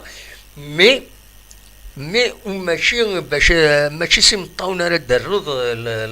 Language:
Kabyle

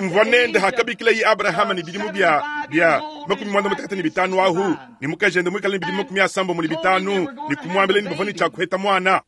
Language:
Luba-Lulua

